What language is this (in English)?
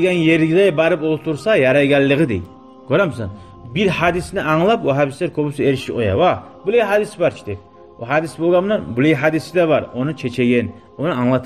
Kumyk